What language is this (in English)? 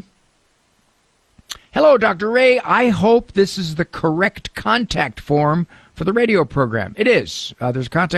English